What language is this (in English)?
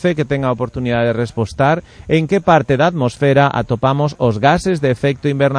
Galician